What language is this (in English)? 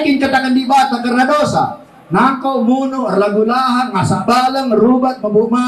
Batak Karo